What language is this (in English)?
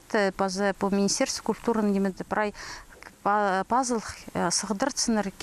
Khakas